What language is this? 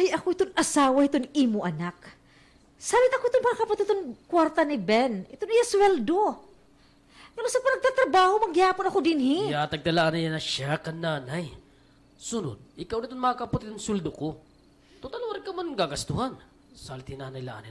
Waray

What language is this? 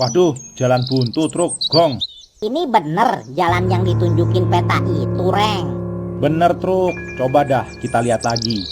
Betawi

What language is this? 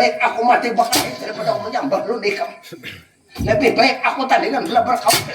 Banjar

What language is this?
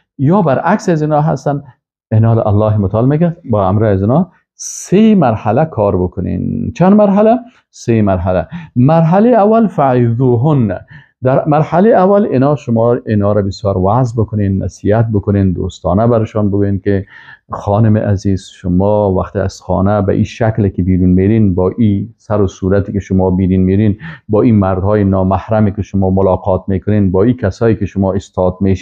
Persian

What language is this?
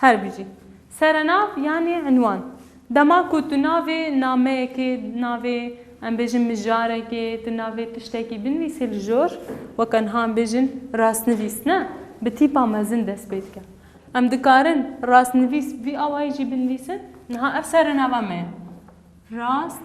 Kurdish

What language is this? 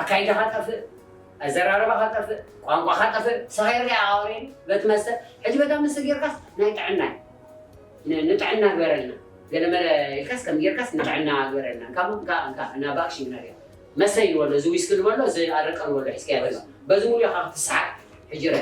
Tigrinya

